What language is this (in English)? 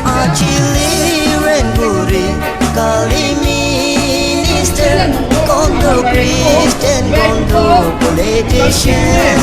Naga Pidgin